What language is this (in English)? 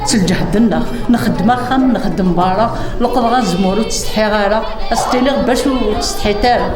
Kabyle